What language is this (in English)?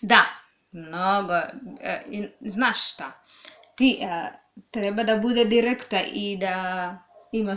Serbian